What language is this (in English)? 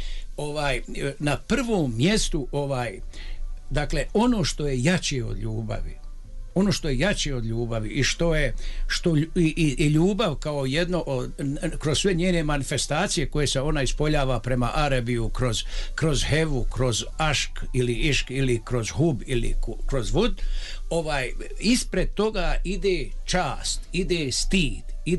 Bosnian